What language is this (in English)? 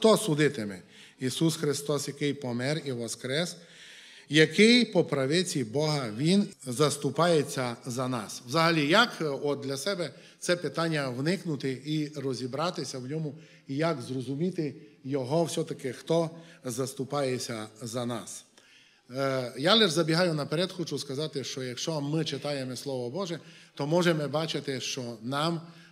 Ukrainian